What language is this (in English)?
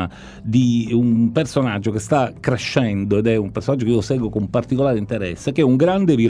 Italian